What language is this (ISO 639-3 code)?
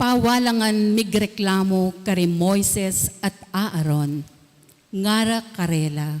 pam